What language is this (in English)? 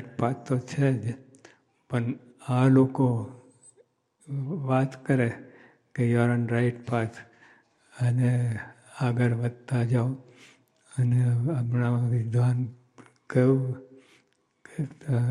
Gujarati